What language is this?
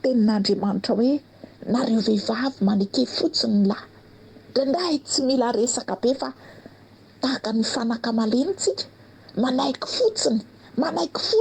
Malagasy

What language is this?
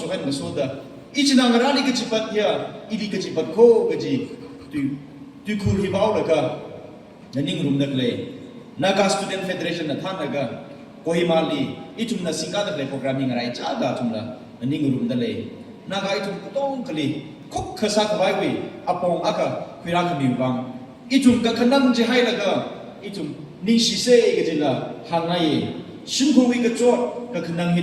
Tangkhul Naga (India)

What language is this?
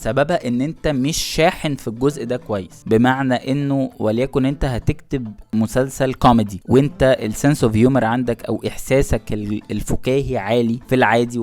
Egyptian Arabic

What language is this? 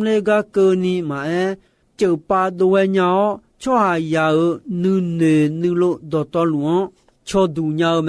Akha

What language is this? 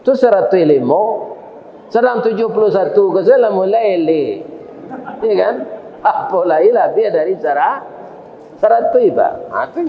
Minangkabau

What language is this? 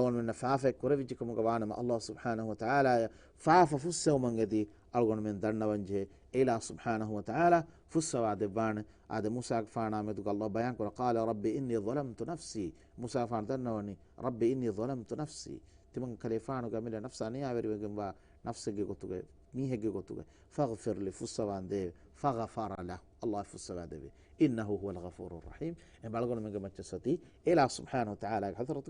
Divehi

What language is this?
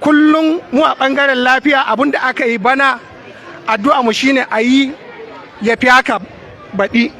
Hausa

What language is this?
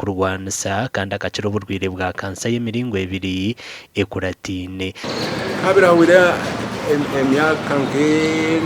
Nyankole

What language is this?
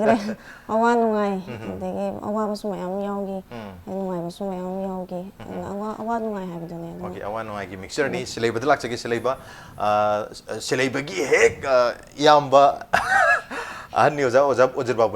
Manipuri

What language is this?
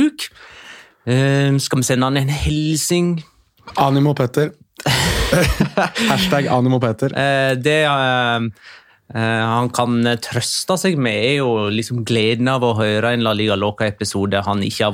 Norwegian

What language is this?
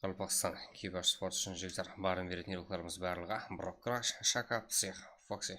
Kara-Kalpak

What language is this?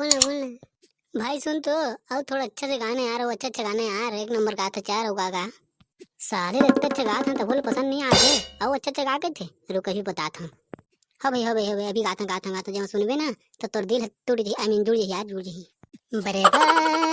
Chhattisgarhi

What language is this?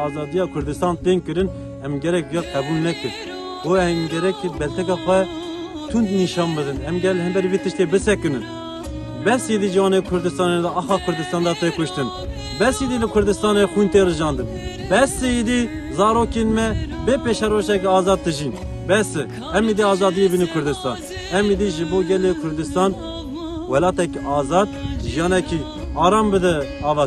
Kurdish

